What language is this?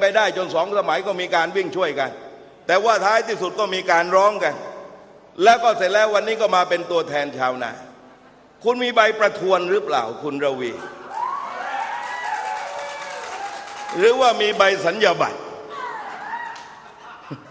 Thai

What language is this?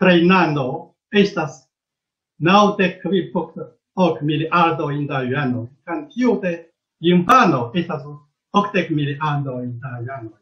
Esperanto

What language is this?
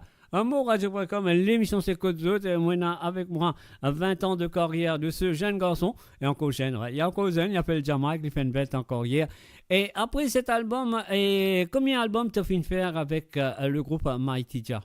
Morisyen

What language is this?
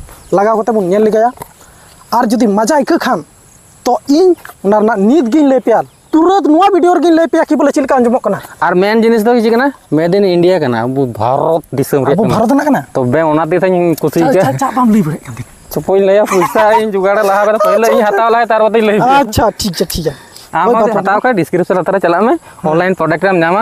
Santali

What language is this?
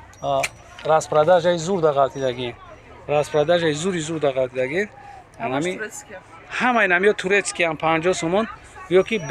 Tajik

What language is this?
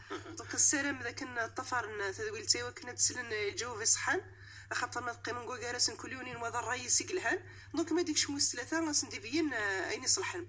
Moroccan Arabic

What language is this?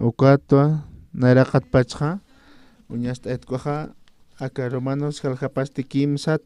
Aymara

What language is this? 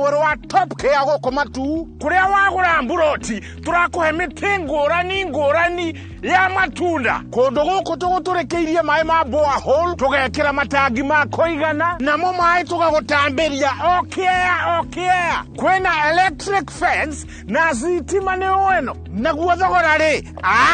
Kikuyu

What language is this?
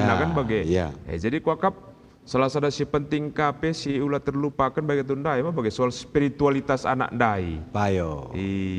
Batak Karo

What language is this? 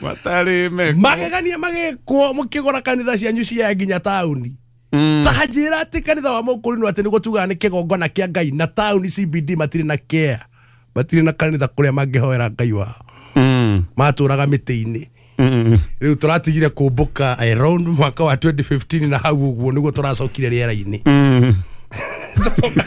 Kikuyu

